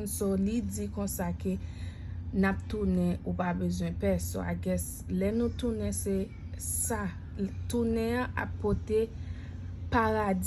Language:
Haitian Creole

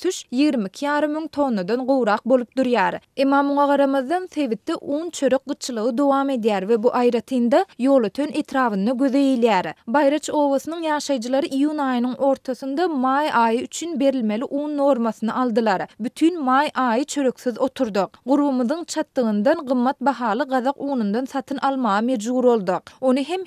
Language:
Turkmen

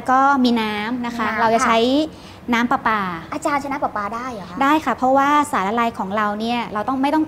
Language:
Thai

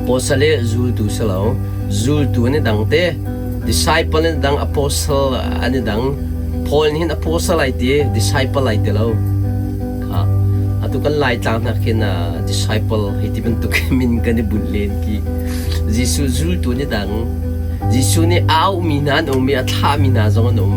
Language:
Hakha Chin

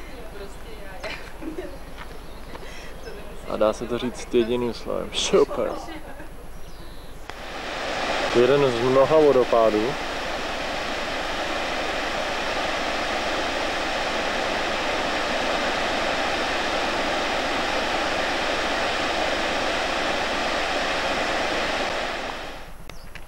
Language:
Czech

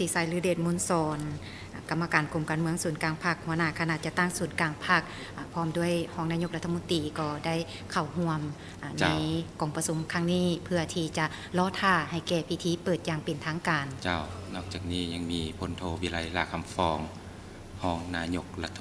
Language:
Lao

